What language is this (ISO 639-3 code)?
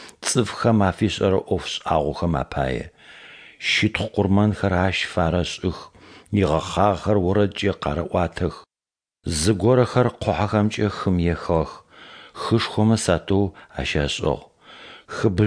ady